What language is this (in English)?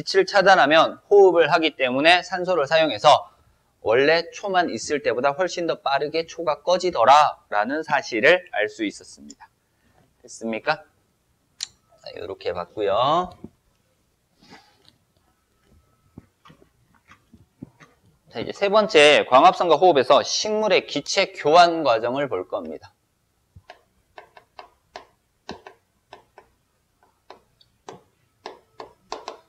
Korean